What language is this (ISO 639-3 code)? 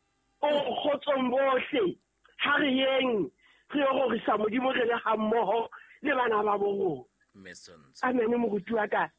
sot